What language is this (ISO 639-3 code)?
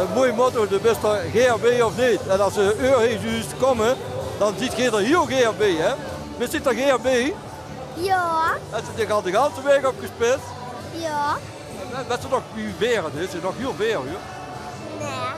lim